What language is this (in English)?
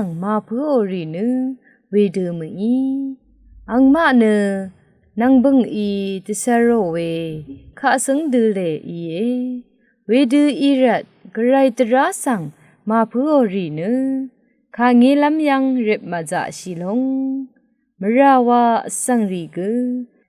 Rawang